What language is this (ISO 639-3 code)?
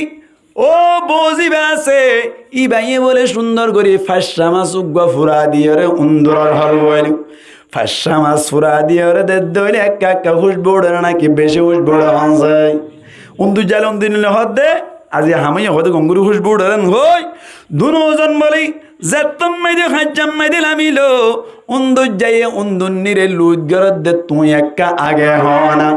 rhg